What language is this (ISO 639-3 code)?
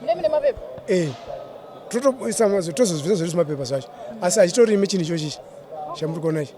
sna